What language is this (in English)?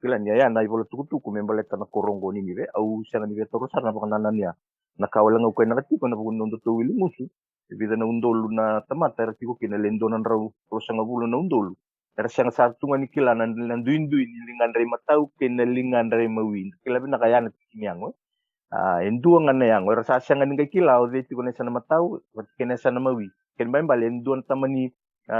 Fijian